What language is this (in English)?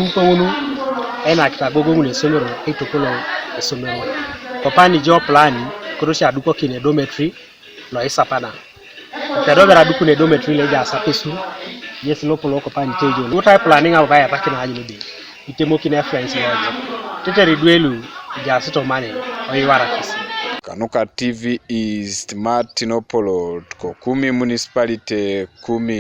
Teso